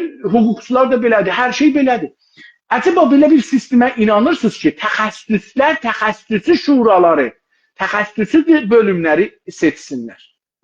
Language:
South Azerbaijani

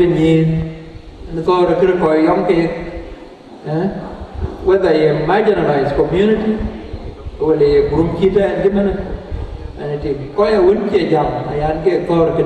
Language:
Dinka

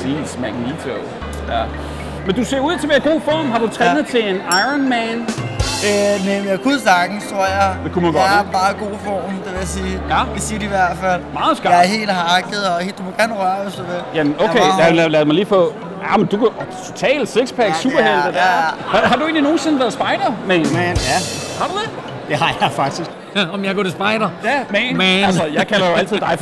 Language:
Danish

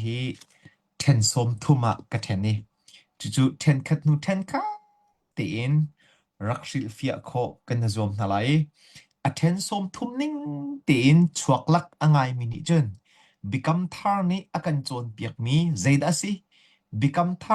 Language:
Hakha Chin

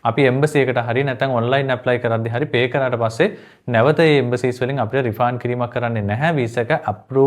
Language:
Sinhala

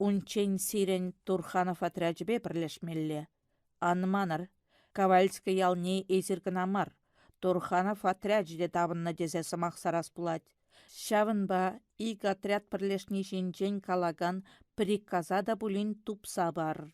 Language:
Chuvash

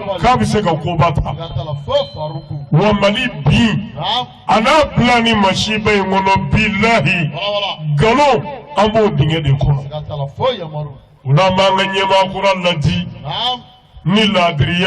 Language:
Bambara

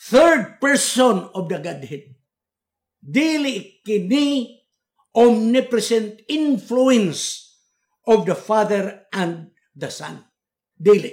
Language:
Cebuano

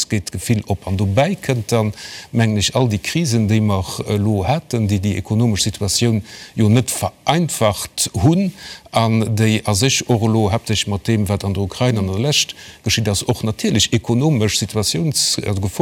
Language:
Luxembourgish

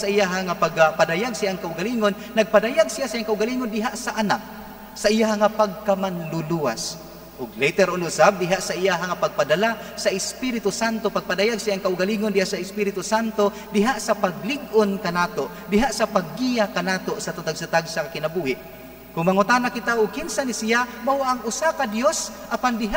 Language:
Cebuano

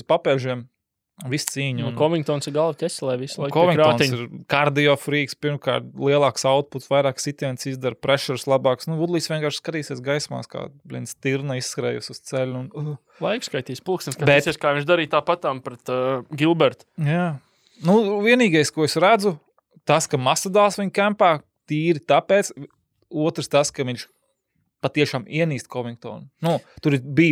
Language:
Latvian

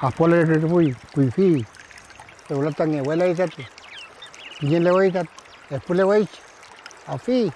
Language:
Mapuche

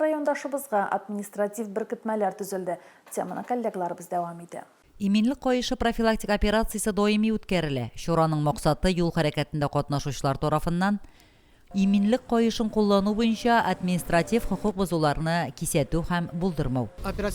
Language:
Tatar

